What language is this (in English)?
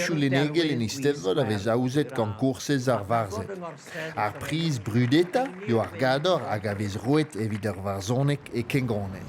Breton